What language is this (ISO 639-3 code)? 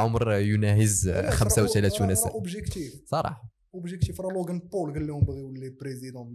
ary